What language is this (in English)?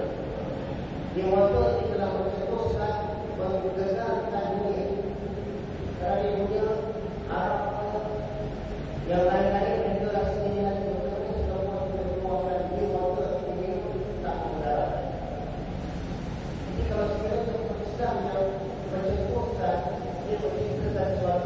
Malay